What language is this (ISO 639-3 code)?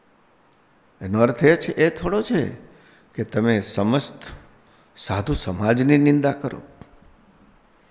guj